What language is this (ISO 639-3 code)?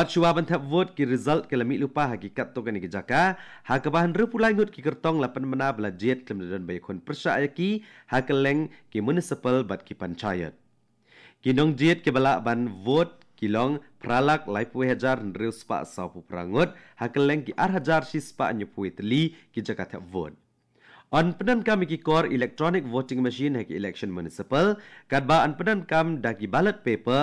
kha